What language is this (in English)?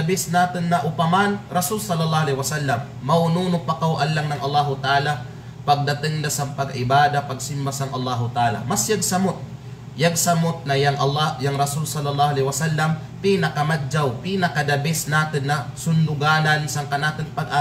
Kalagan